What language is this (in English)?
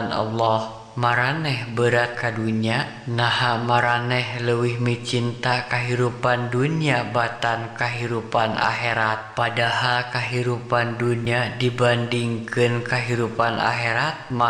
Sundanese